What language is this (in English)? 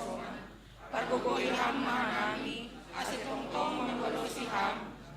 Batak Simalungun